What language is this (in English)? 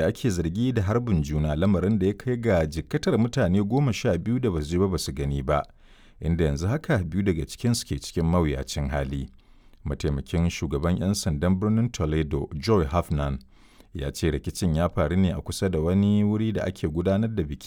Hausa